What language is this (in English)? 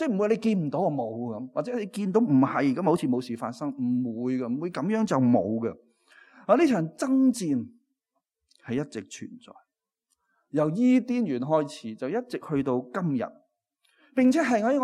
Cantonese